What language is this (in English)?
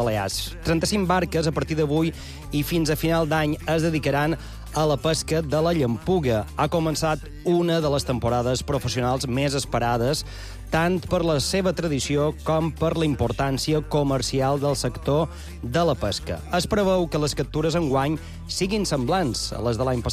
Catalan